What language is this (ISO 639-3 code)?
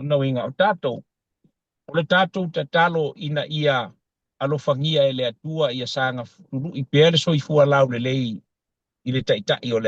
smo